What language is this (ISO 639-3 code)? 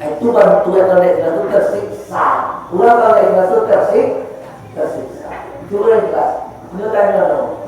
min